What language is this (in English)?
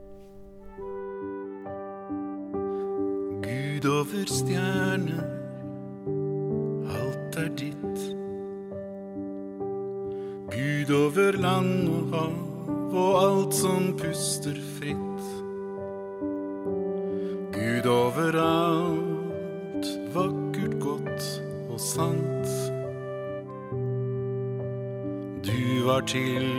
Norwegian